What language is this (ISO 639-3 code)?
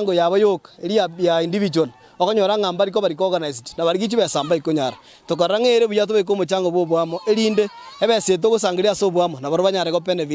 guz